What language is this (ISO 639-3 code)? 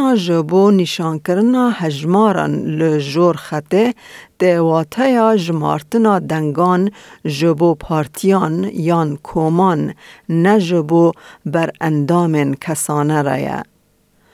kur